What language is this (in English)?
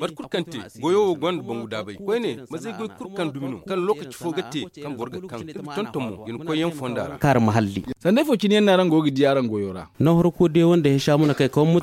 Zarma